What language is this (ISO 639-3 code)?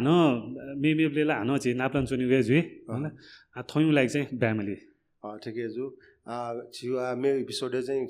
new